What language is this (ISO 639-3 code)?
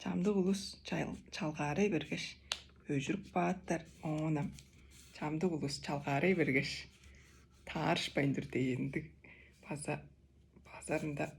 tyv